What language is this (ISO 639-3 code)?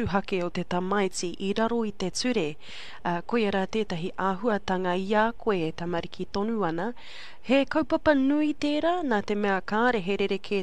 mri